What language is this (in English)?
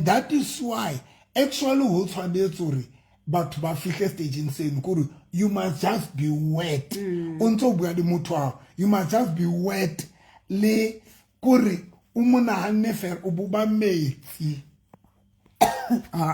Southern Sotho